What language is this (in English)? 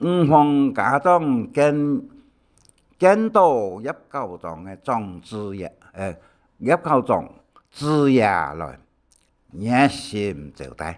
Hakka Chinese